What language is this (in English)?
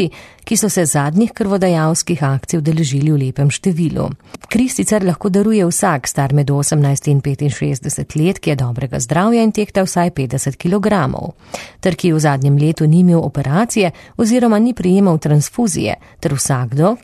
Slovenian